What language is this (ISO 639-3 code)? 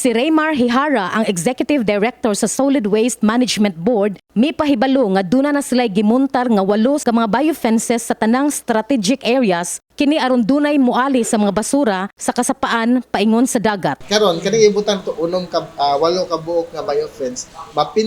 ceb